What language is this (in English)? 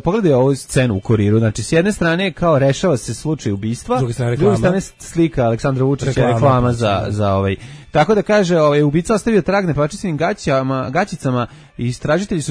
Serbian